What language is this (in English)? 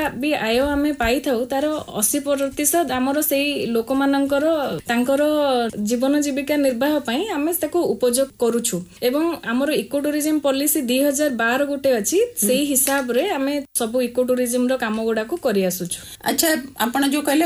Odia